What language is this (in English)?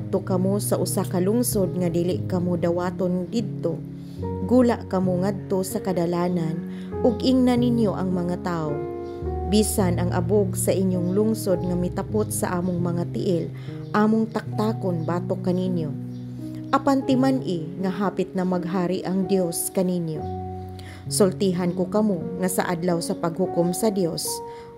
Cebuano